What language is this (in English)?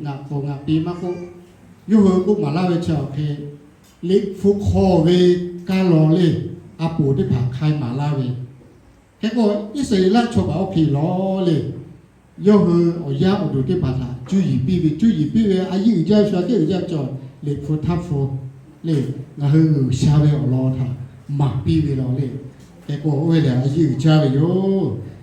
Lahu